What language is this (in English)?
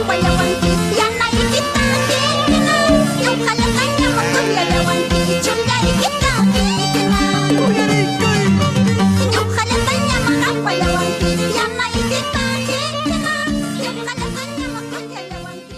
Quechua